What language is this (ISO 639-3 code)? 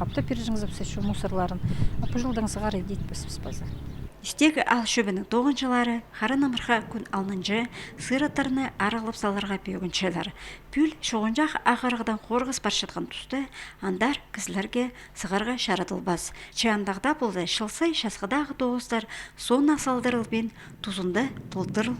kjh